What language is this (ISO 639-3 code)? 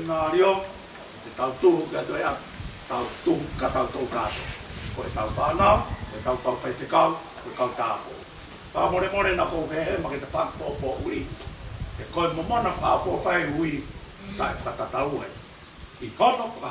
ton